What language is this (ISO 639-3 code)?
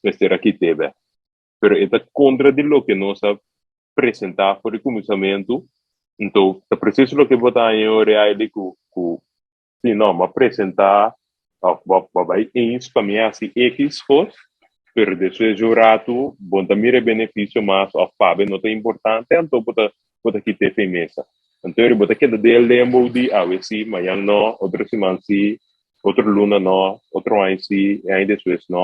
pap